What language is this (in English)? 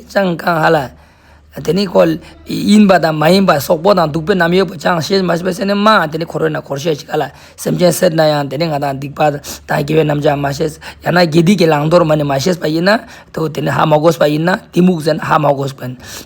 Ladakhi